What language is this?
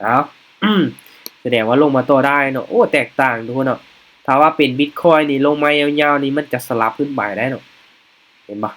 Lao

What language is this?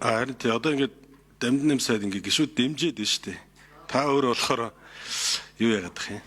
Mongolian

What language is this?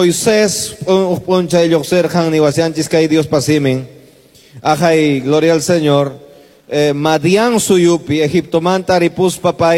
Quechua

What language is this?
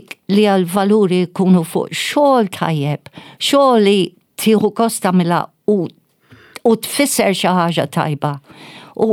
Maltese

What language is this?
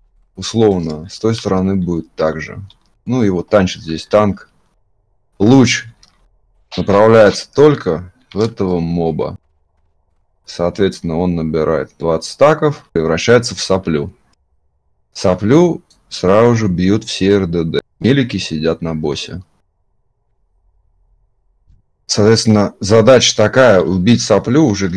Russian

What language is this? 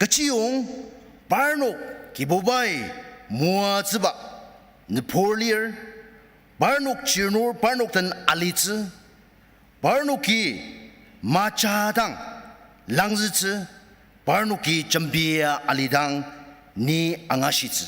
Ao Naga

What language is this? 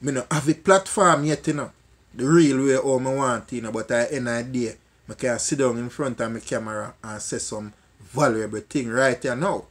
Jamaican Creole English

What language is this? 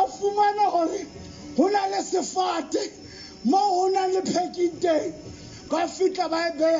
Southern Sotho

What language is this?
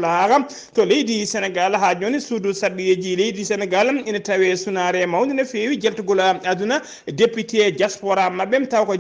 Fula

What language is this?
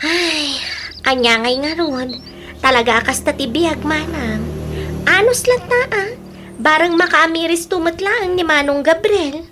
Iloko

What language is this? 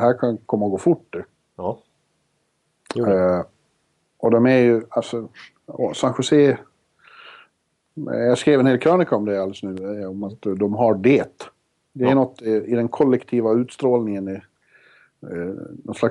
Swedish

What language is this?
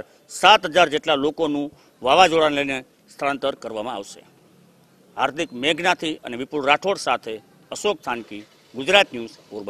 Gujarati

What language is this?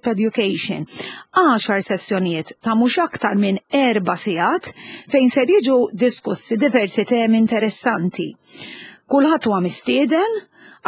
Maltese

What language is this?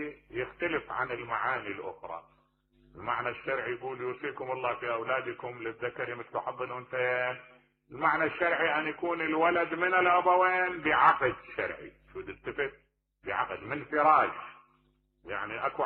Mesopotamian Arabic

